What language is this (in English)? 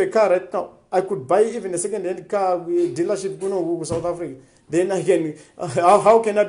Shona